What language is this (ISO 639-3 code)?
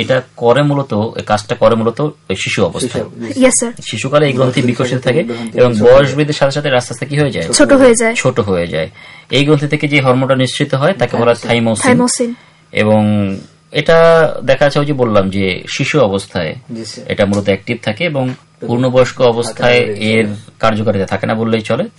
ben